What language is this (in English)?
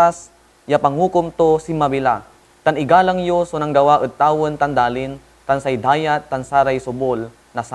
Pangasinan